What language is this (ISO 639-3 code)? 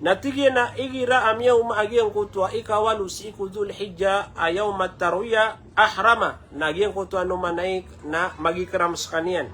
mrw